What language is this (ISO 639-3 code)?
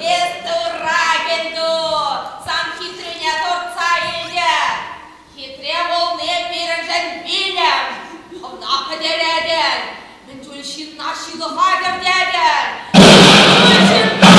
chv